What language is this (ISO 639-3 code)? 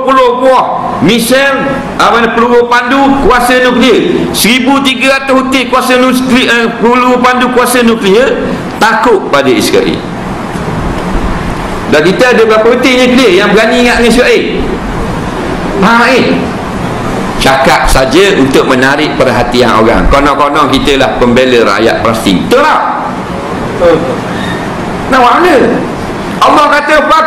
msa